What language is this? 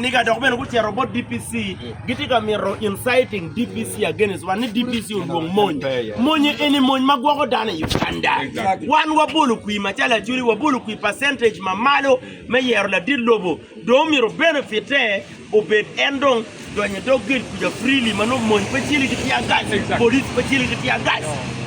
Acoli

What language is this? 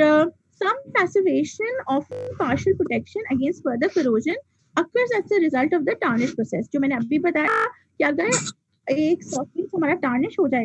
Hindi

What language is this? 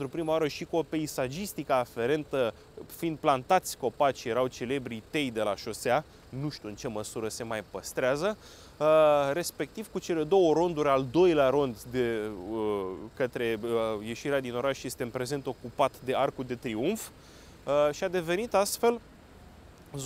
Romanian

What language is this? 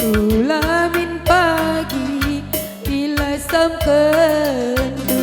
Batak Karo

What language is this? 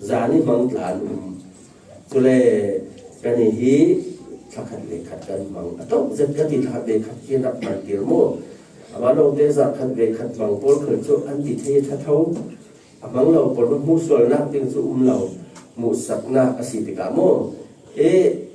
Falam Chin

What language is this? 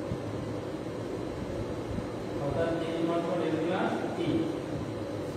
Bangla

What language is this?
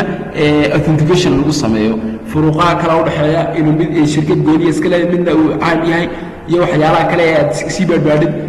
Somali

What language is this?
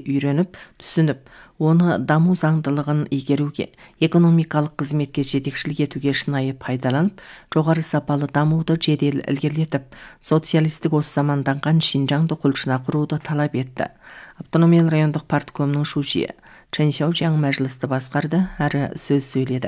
Kazakh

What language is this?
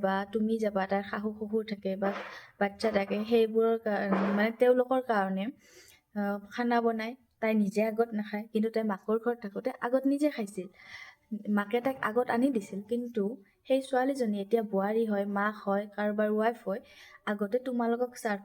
Assamese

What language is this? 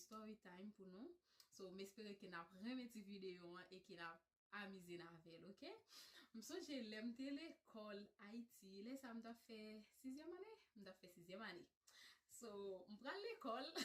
Haitian Creole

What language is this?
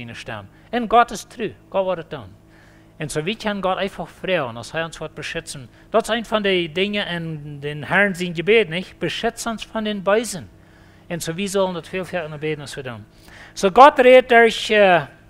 Plautdietsch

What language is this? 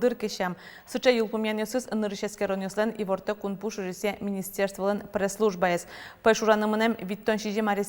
Udmurt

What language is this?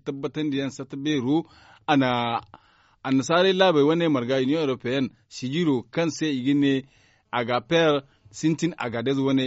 Zarma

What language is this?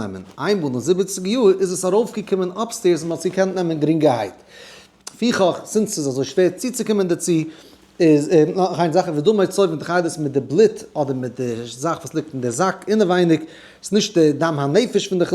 Yiddish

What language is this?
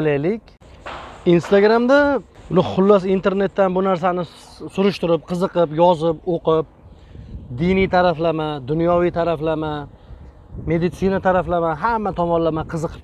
Uzbek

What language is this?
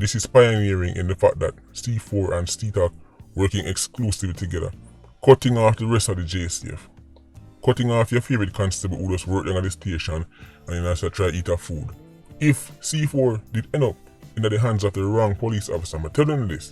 Jamaican Creole English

